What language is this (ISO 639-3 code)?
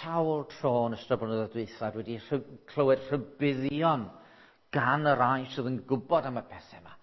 cym